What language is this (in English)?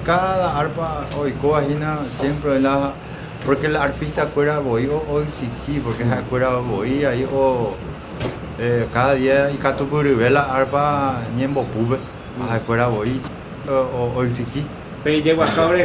Guarani